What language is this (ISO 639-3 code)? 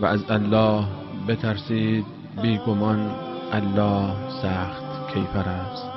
fas